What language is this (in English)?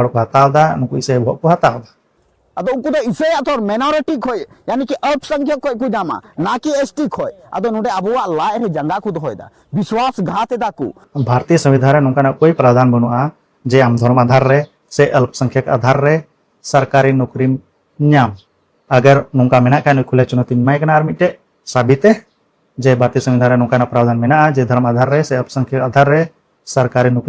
Santali